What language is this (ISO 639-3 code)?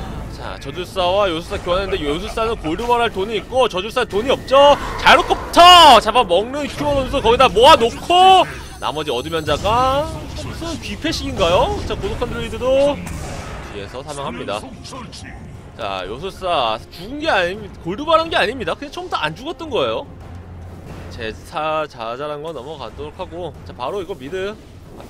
kor